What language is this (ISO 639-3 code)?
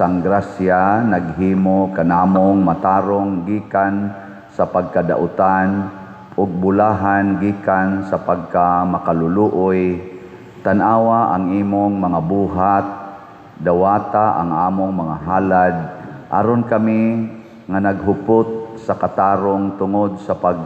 ceb